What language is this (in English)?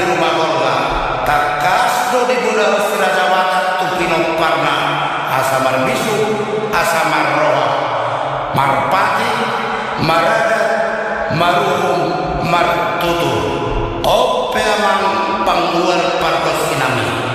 Batak Toba